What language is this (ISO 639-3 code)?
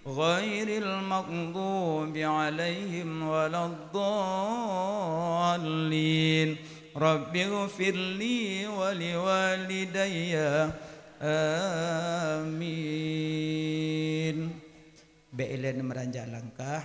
ace